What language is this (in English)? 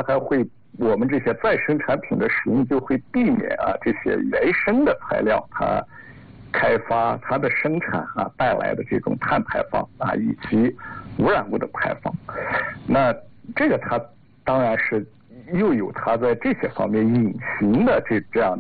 Chinese